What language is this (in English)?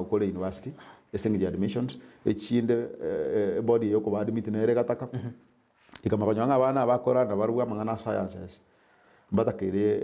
Gusii